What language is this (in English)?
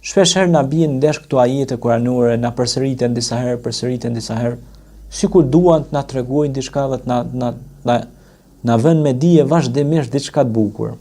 Albanian